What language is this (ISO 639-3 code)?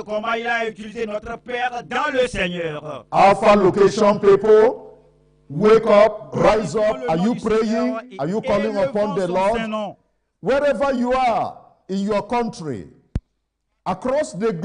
ewe